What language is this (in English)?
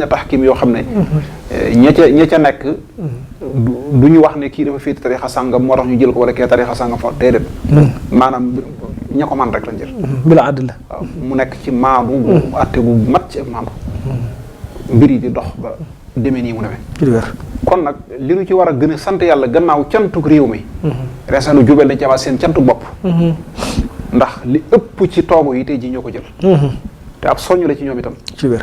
Wolof